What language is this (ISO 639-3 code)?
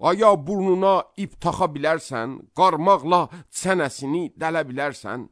aze